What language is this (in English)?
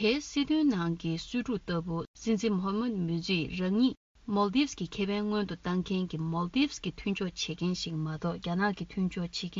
Tibetan